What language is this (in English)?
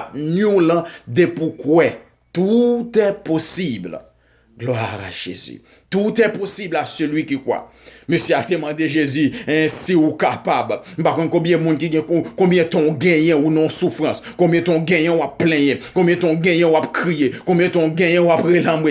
Haitian Creole